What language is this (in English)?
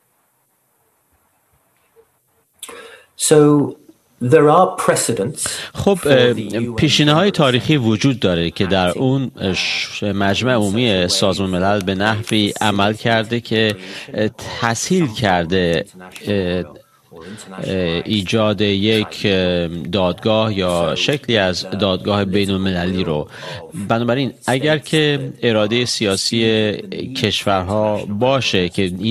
Persian